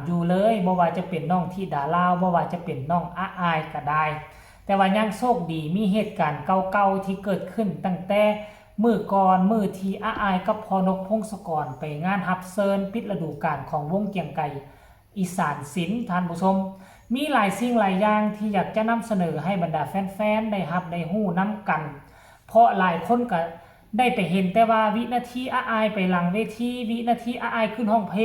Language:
Northeastern Thai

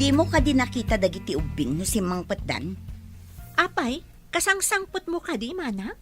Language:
Iloko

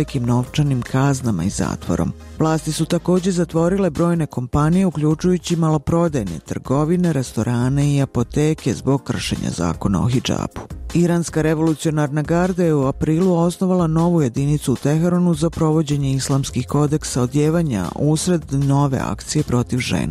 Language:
Bosnian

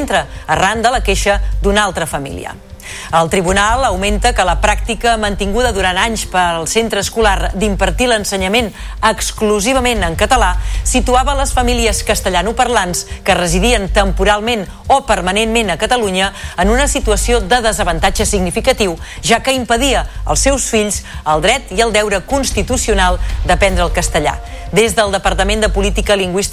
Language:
Catalan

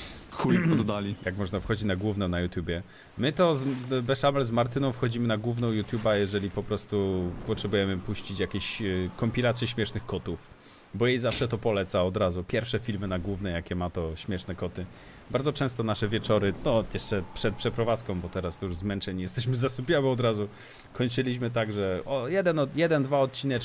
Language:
Polish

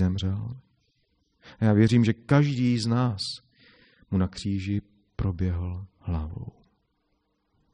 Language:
Czech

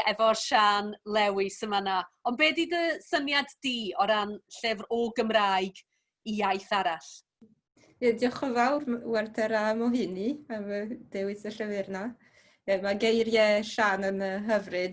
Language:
Welsh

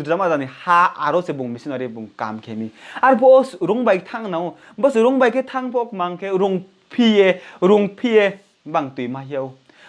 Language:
Riang (India)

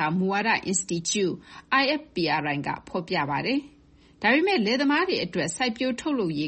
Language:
Burmese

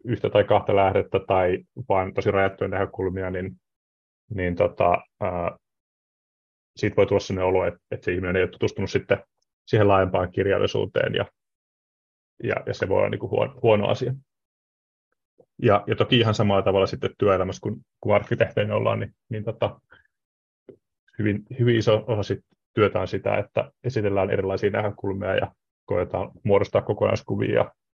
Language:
Finnish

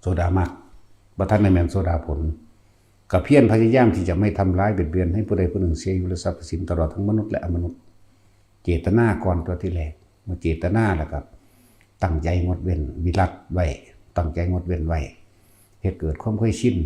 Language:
Lao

